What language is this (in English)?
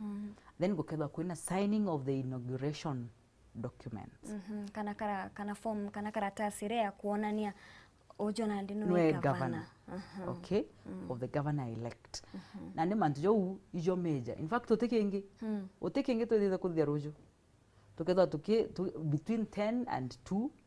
Meru